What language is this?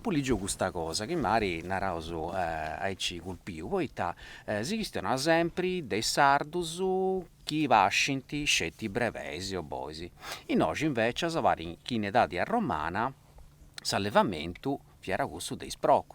Sardinian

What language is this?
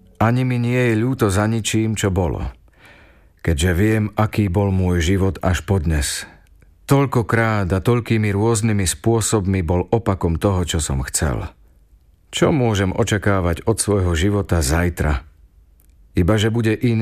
Slovak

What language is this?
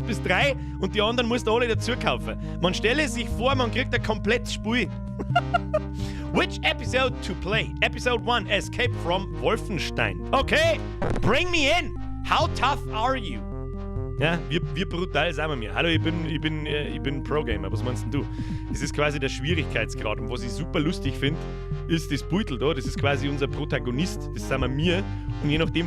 Bavarian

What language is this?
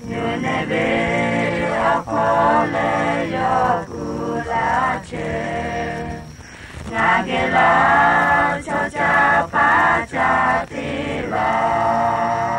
Lahu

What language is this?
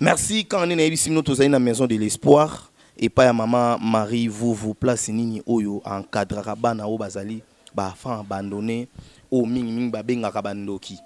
Lingala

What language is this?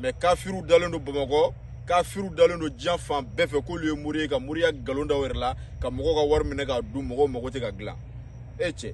Bambara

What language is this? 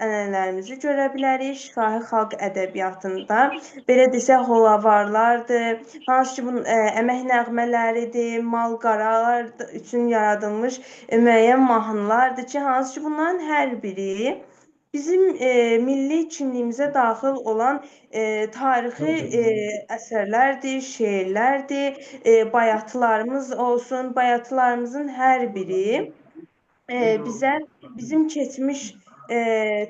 Azerbaijani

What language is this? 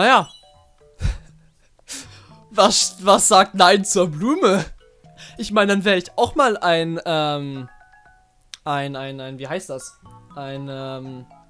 German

